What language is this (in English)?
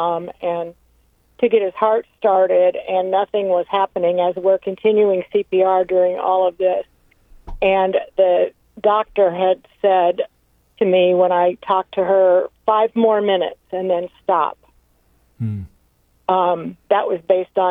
English